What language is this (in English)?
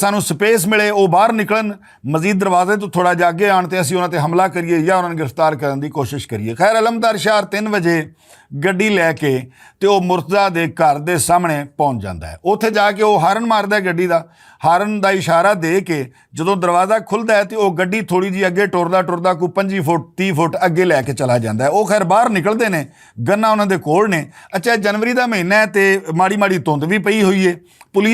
Western Panjabi